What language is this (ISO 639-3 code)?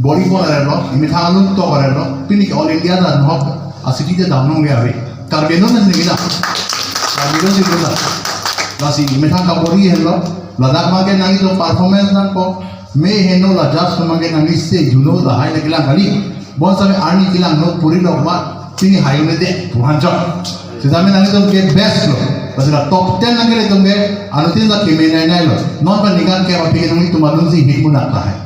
mjw